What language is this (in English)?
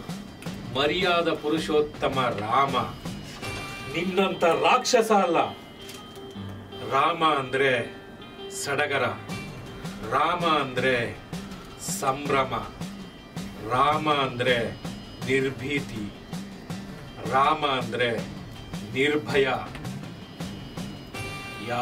Kannada